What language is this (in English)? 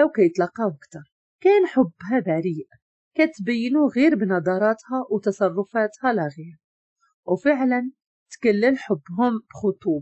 Moroccan Arabic